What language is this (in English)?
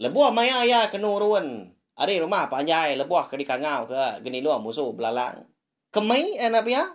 Iban